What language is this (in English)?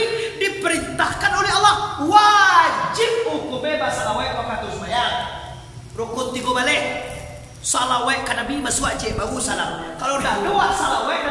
Minangkabau